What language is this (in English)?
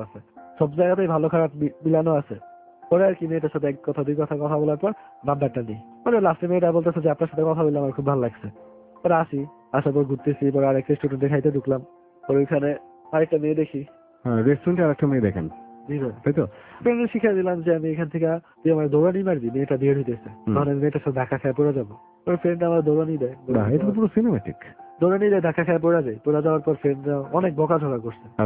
Bangla